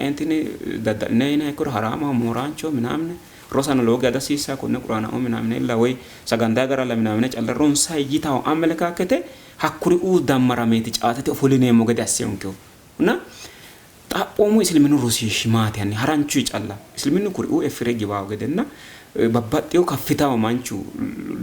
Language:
Sidamo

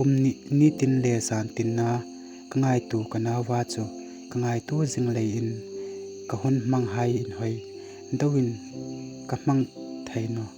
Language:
Hmar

